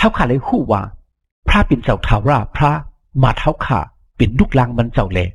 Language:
Shan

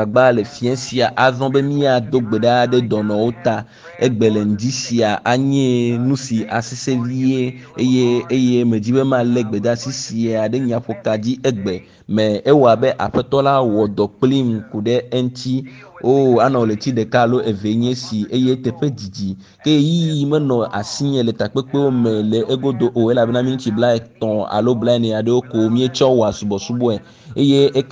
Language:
Ewe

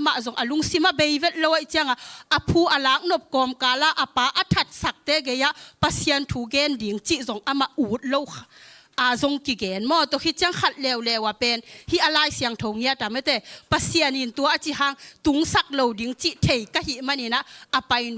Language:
Tedim Chin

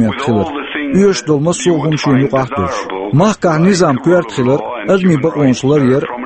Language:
Chechen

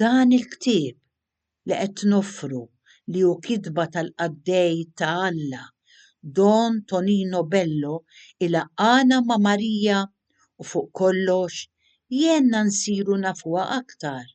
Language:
Maltese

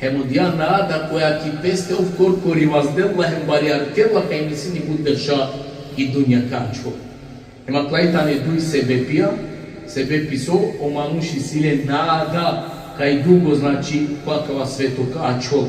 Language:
Balkan Romani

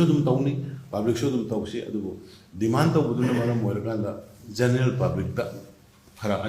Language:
Manipuri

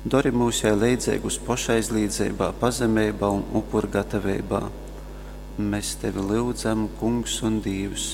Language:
Latgalian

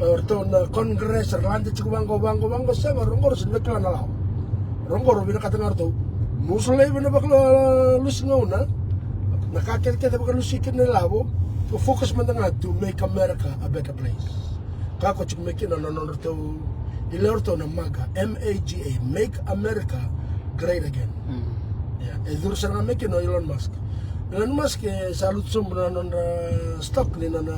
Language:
Fijian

